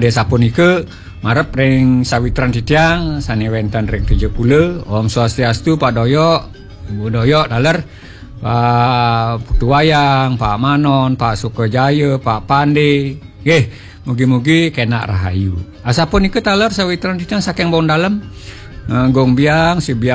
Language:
Balinese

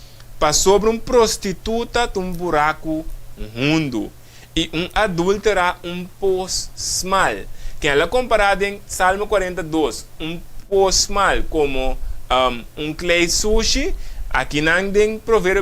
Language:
Papiamento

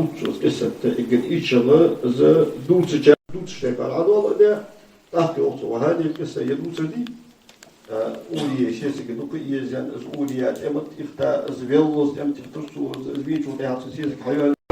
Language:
Ingush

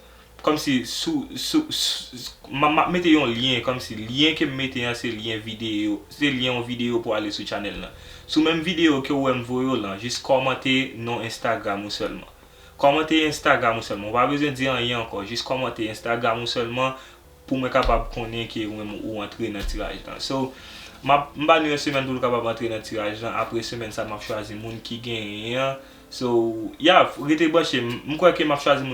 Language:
Haitian Creole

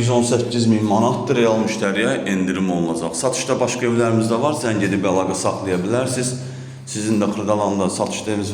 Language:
Azerbaijani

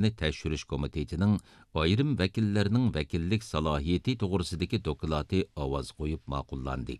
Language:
Uyghur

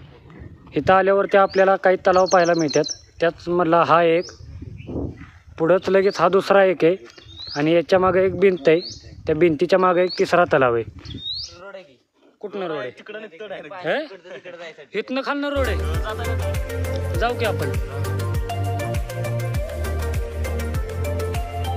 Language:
Marathi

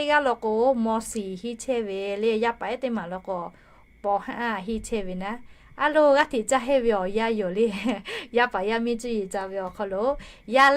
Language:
Lahu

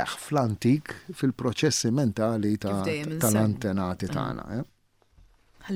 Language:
Maltese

